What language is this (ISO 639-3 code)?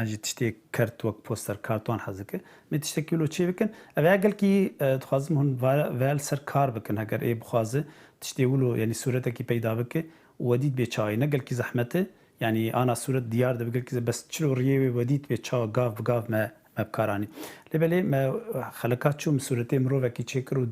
kur